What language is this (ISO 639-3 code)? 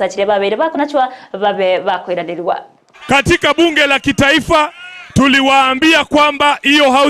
guz